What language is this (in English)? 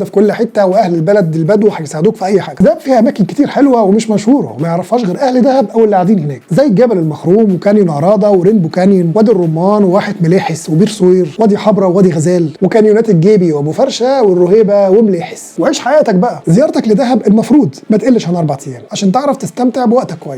Egyptian Arabic